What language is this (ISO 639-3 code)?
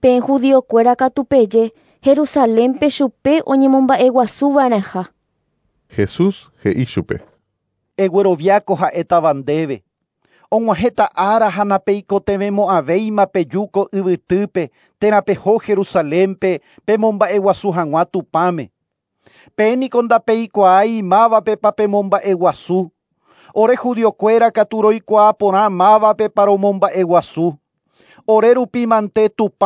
grn